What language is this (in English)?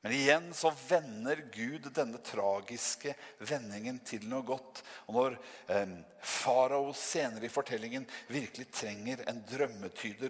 Norwegian